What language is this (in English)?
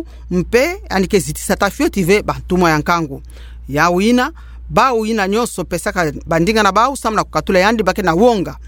Kituba (Democratic Republic of Congo)